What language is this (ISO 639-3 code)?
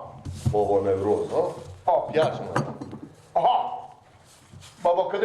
fas